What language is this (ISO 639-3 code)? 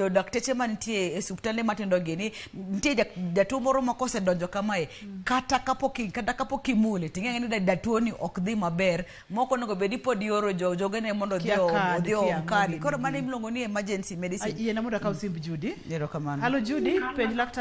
luo